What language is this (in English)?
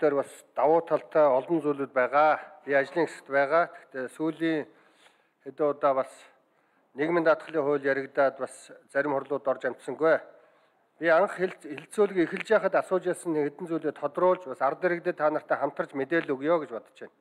Mongolian